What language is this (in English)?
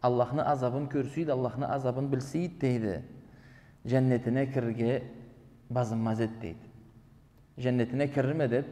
Karachay-Balkar